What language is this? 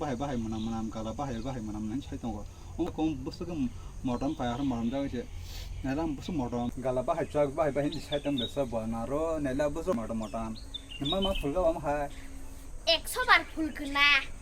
Kok Borok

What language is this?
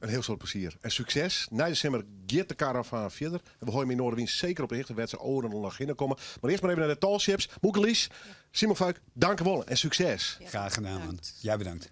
Western Frisian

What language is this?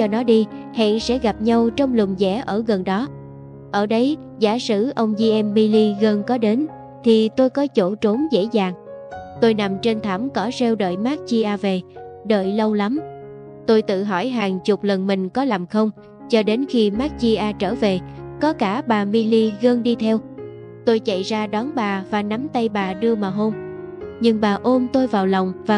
Vietnamese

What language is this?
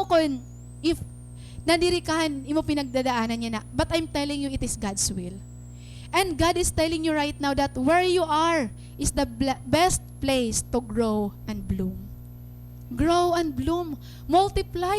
Waray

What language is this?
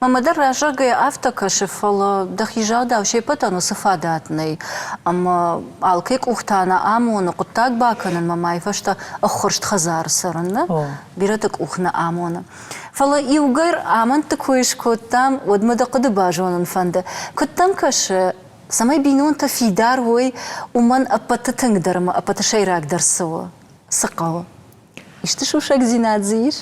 Ossetic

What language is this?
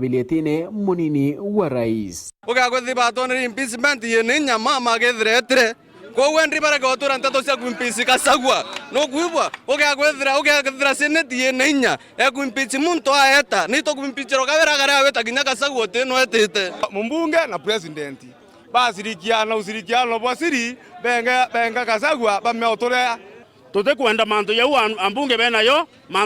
Meru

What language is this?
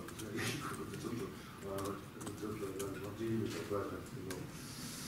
Japanese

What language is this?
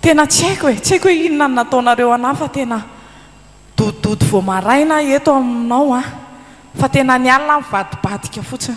Malagasy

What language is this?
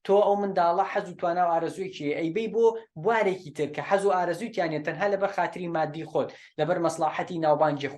Central Kurdish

